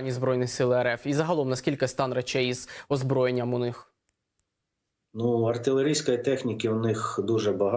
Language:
Ukrainian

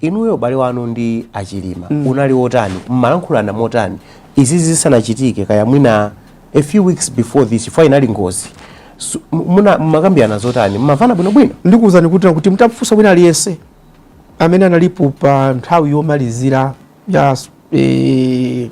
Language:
Nyanja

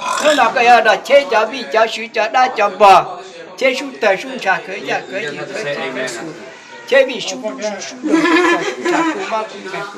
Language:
Hmong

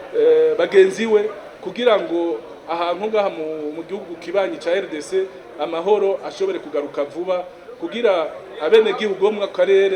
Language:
Rundi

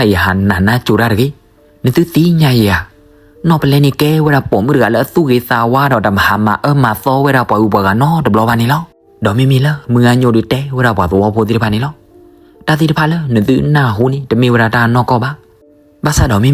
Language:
S'gaw Karen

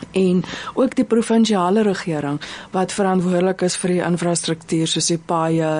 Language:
Afrikaans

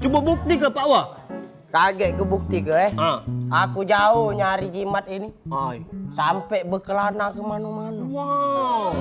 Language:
Musi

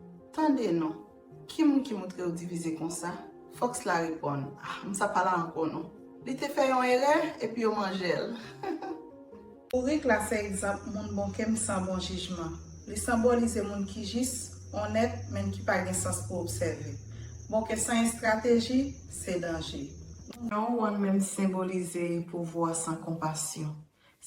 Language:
Haitian Creole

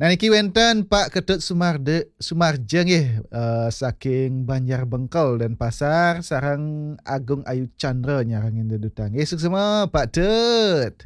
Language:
Balinese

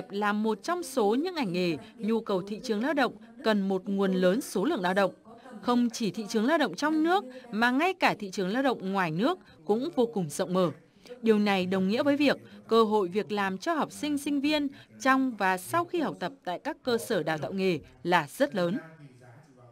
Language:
Vietnamese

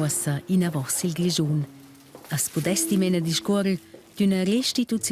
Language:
Romansh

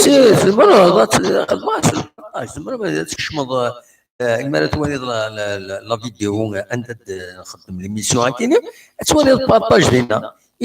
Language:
Kabyle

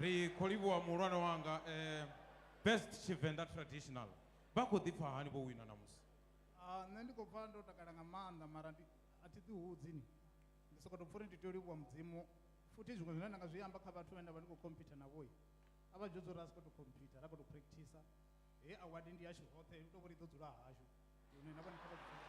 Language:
Venda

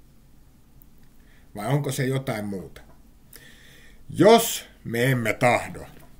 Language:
Finnish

